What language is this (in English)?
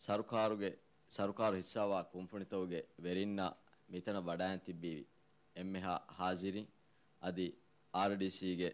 Divehi